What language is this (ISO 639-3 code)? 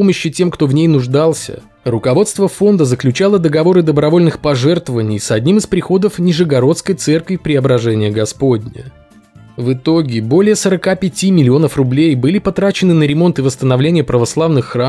rus